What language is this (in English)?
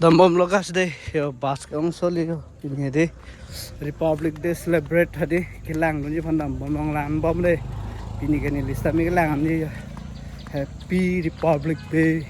Karbi